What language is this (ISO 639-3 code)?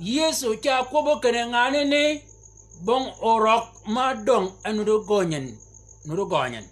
shk